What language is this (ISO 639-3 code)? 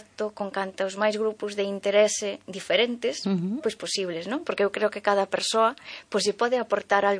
glg